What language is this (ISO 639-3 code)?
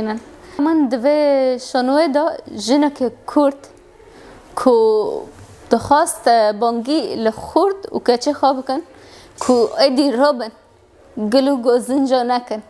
kur